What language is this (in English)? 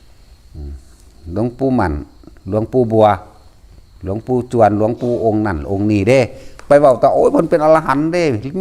Northeastern Thai